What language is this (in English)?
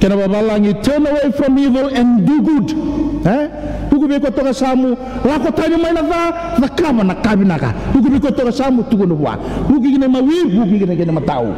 Fijian